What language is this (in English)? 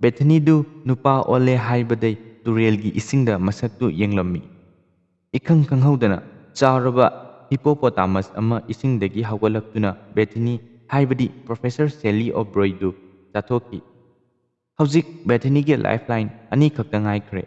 Manipuri